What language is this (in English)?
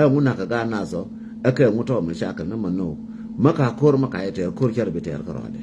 Nuer